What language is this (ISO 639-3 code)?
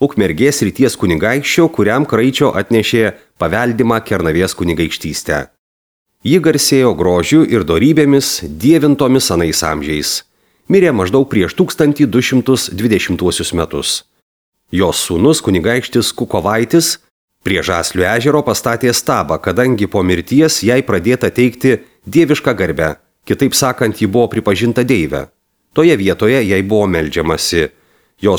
lit